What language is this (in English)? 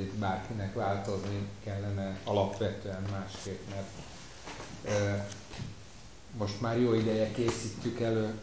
Hungarian